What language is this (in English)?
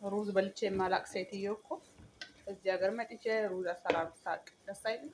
Amharic